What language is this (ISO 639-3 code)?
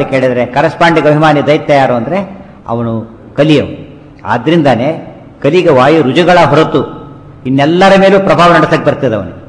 kan